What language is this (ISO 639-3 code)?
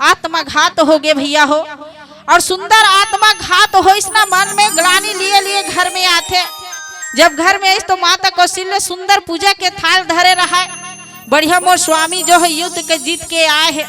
hne